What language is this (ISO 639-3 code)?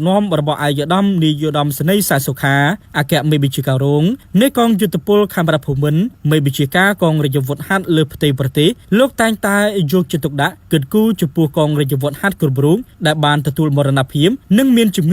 khm